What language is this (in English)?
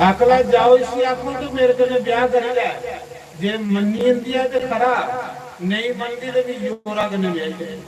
Dogri